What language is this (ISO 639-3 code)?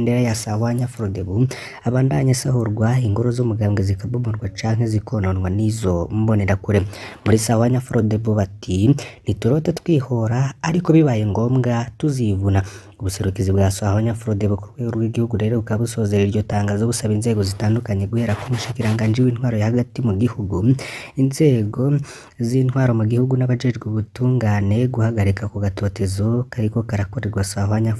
run